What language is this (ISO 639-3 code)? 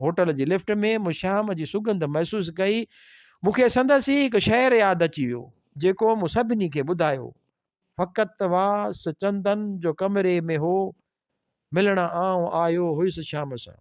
snd